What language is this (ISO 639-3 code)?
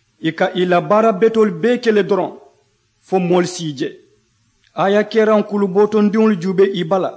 man